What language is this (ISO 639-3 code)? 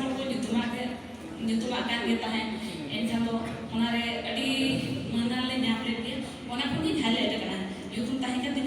sat